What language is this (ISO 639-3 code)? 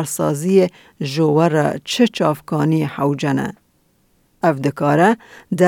kur